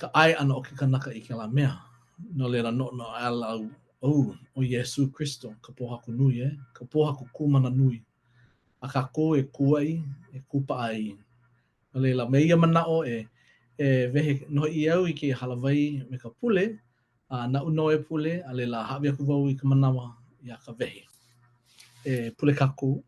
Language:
Hawaiian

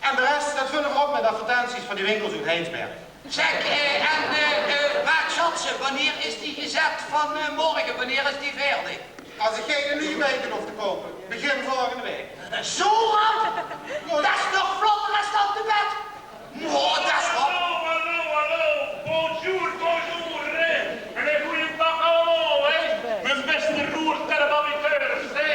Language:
Limburgish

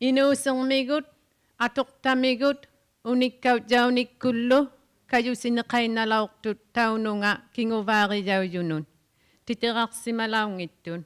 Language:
Inuktitut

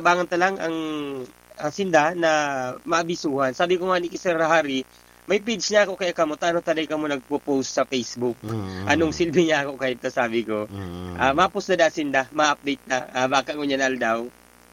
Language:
Bikol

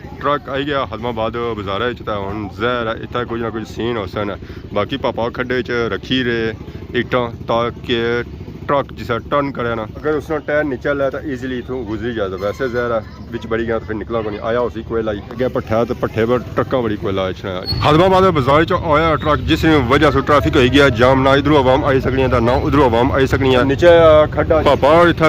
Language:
Pahari-Potwari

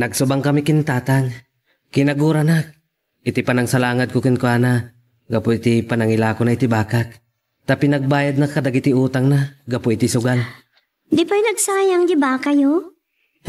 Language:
Iloko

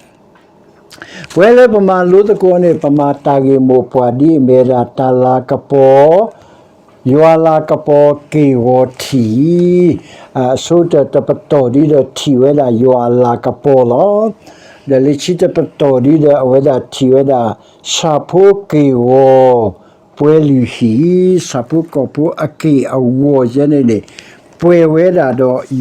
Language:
S'gaw Karen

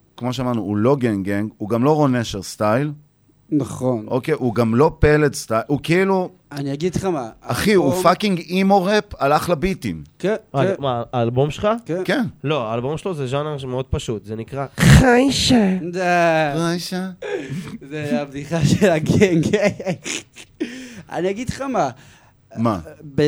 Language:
Hebrew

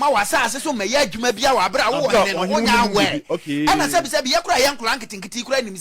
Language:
Akan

